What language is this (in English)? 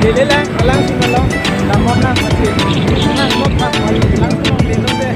Karbi